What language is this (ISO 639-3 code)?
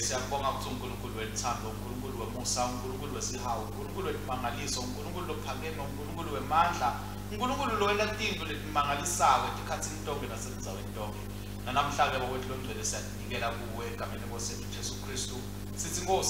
ssw